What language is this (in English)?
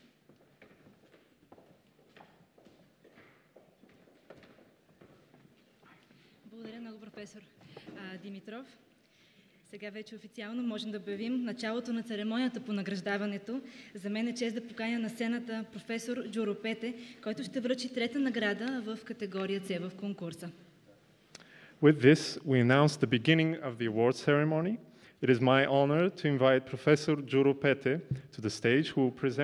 Bulgarian